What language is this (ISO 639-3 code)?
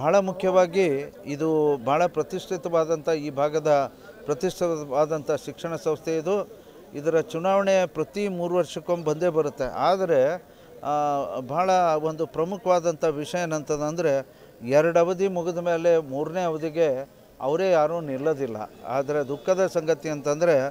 kan